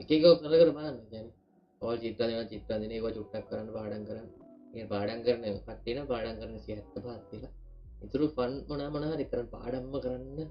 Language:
Sinhala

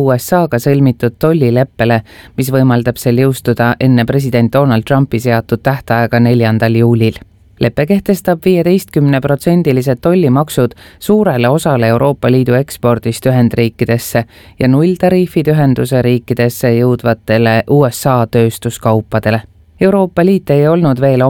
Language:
Estonian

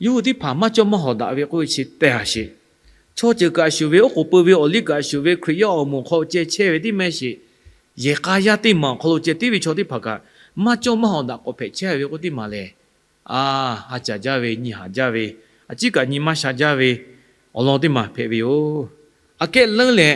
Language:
Lahu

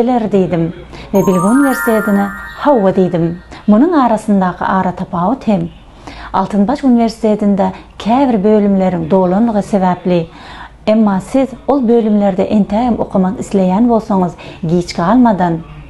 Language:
Turkmen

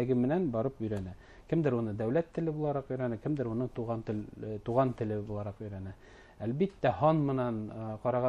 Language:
Bashkir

